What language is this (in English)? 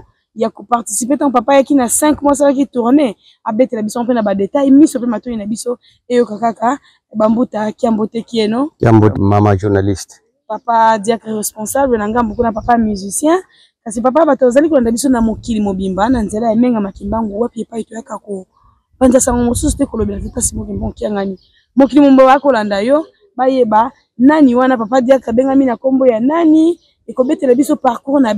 Lingala